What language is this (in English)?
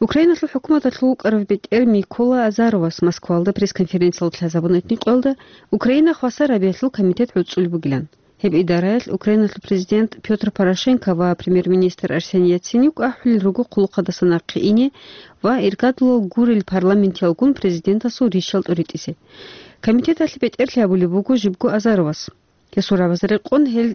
Avaric